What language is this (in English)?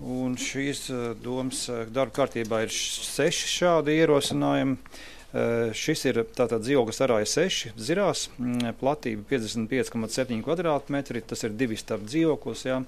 Latvian